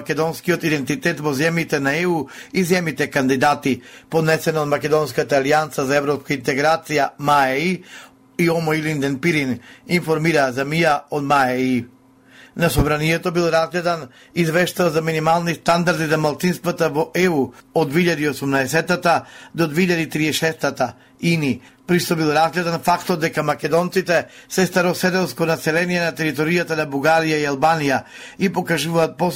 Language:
Macedonian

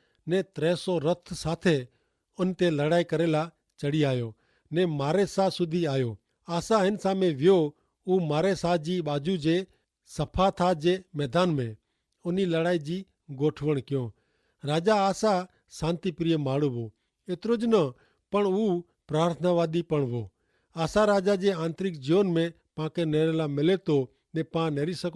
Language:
Kachhi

